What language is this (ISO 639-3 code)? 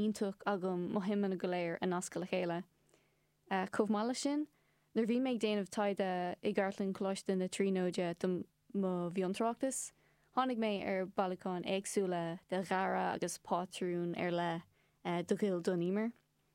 gle